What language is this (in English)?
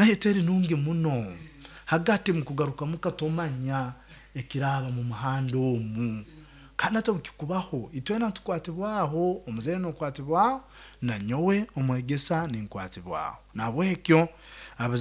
Nyoro